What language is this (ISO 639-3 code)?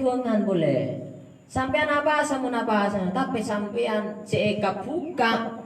mad